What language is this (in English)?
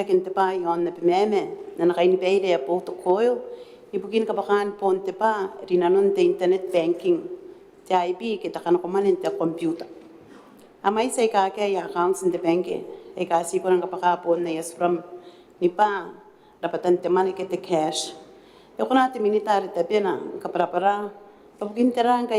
Gilbertese